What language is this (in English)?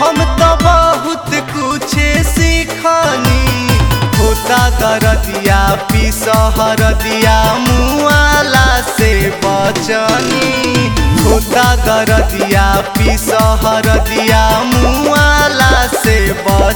Bhojpuri